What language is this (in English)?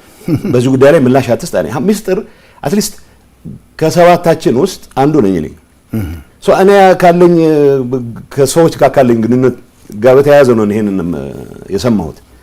Amharic